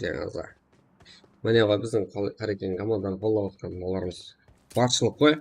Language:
Kara-Kalpak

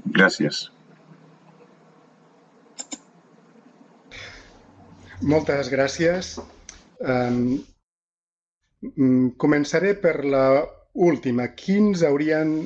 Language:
Catalan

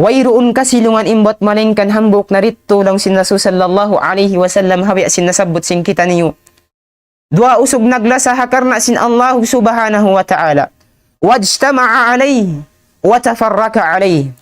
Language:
Tausug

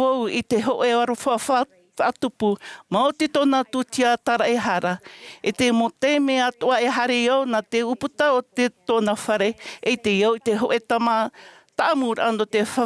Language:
Tahitian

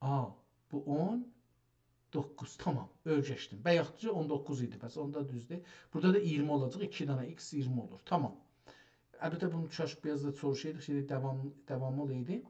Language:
South Azerbaijani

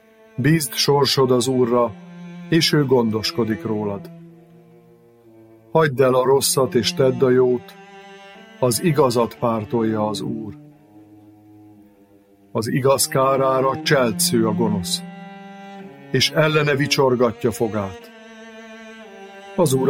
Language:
Hungarian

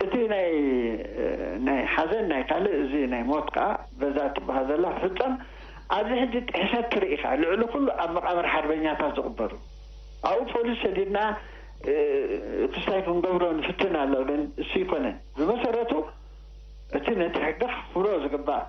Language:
Tigrinya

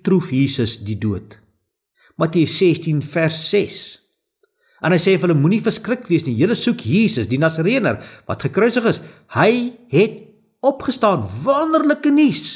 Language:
Afrikaans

